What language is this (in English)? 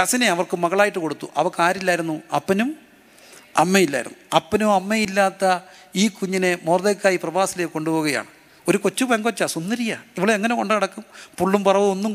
Malayalam